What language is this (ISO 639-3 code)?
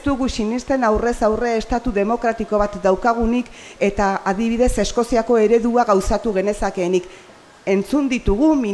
eus